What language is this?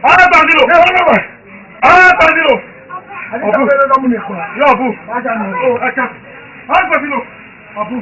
Esan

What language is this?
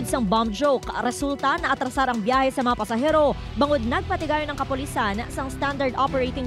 Hiligaynon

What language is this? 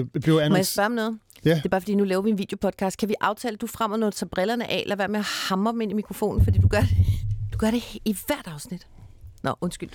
Danish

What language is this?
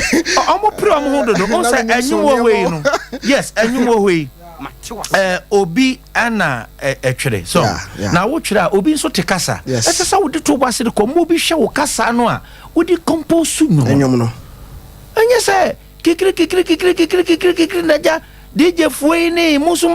Akan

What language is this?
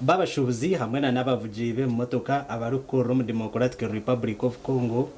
Nyankole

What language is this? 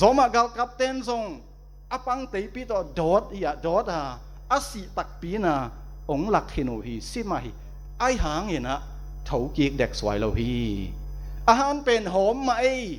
Tedim Chin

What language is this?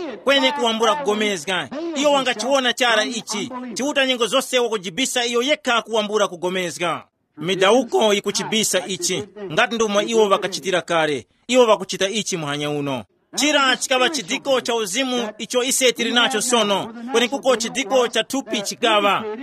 Tumbuka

